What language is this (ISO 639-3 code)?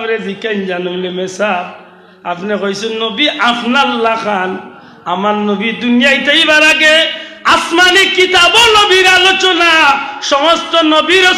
syl